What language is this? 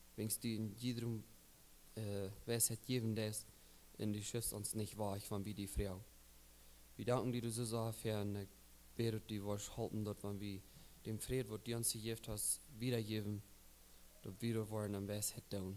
Plautdietsch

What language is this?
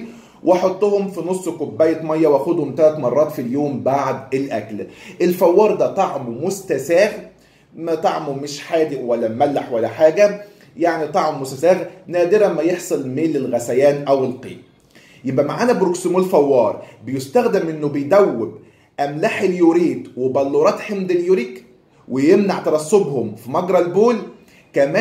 Egyptian Arabic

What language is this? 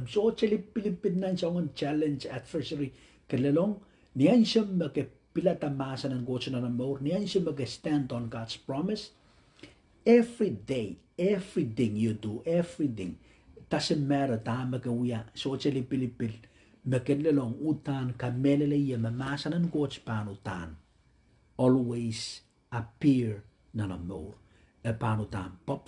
Pohnpeian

